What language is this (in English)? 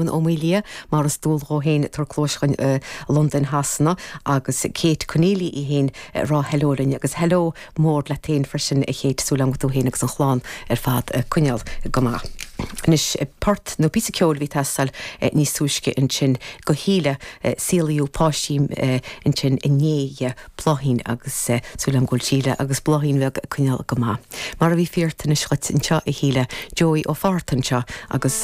Irish